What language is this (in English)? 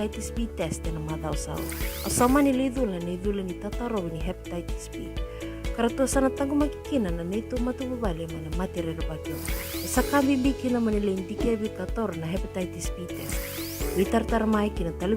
Fijian